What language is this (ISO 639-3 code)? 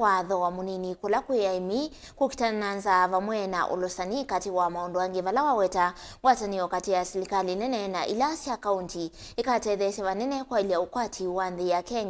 kam